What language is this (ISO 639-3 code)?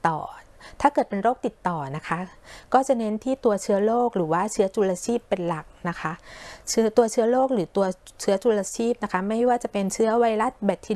tha